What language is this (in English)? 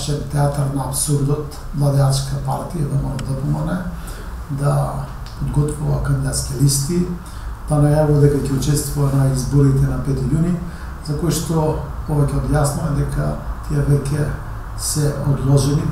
Macedonian